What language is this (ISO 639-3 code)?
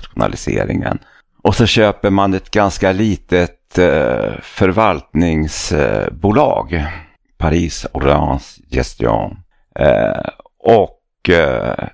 swe